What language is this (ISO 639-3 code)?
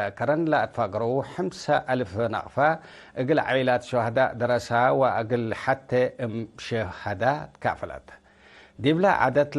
tig